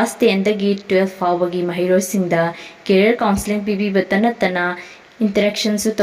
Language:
Manipuri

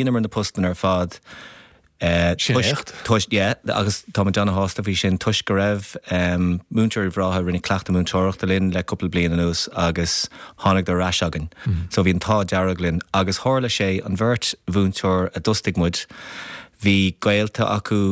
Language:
Irish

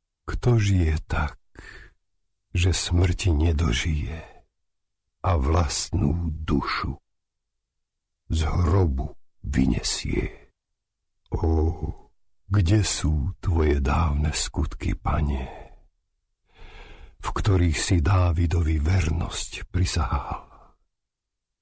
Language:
Slovak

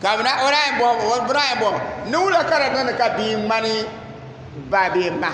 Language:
Dagbani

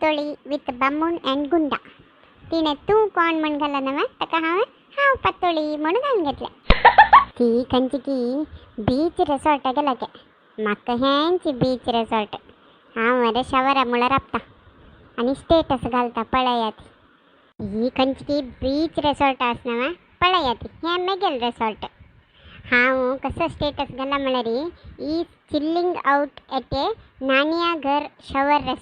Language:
Konkani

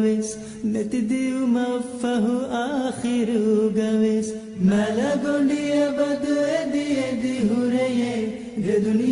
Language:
Divehi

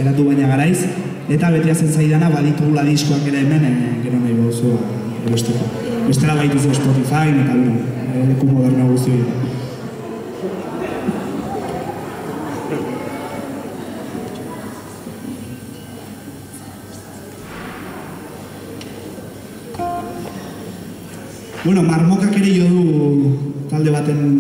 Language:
Basque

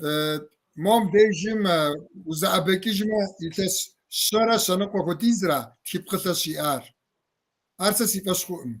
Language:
Kabardian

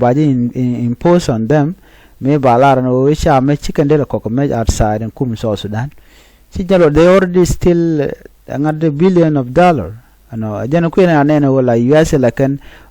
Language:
Nuer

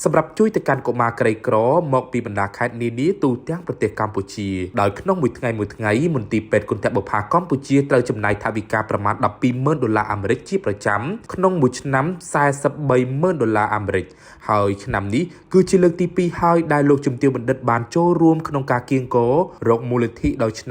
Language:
Khmer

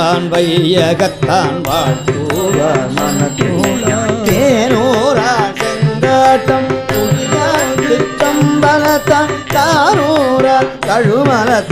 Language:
Tamil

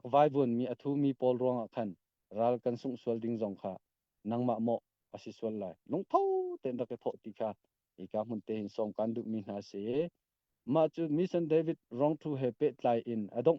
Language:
Hakha Chin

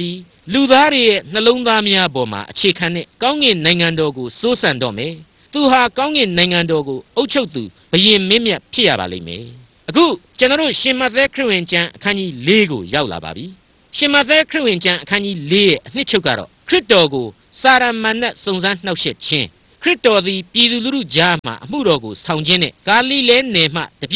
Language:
Burmese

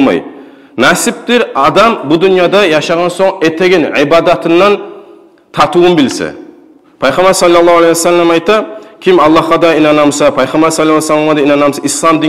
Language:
Kumyk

